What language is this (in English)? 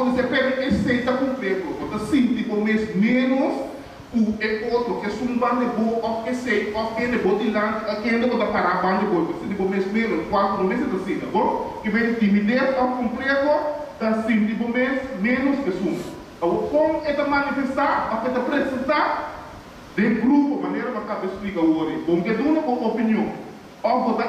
Papiamento